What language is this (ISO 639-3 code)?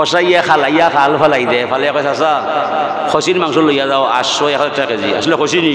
syl